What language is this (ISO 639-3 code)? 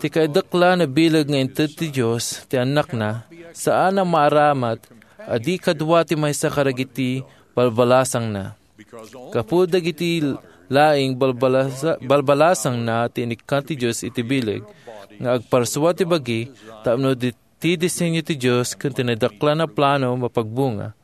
ilo